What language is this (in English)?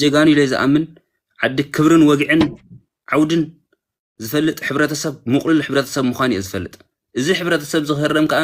Tigrinya